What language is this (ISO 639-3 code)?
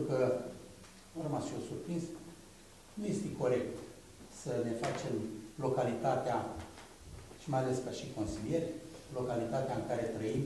ron